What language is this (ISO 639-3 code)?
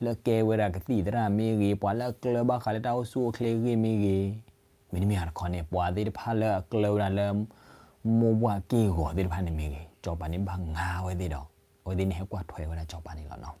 ksw